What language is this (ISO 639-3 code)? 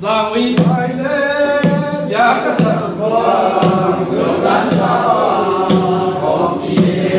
ctd